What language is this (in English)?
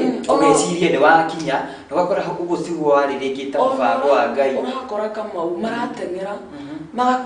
Kikuyu